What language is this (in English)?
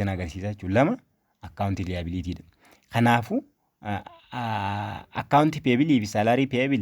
Oromo